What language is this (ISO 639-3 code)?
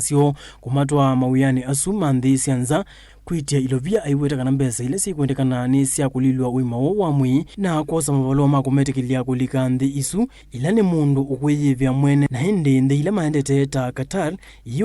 kam